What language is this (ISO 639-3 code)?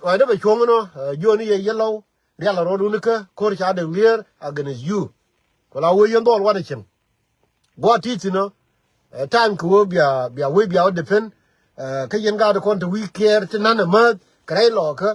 nus